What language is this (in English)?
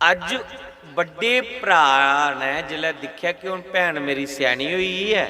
Dogri